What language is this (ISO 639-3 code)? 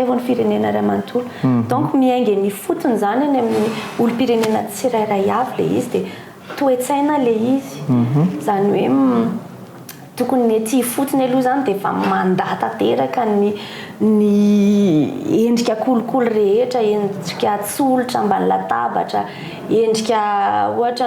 mlg